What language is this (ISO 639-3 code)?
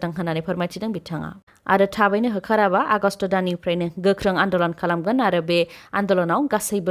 brx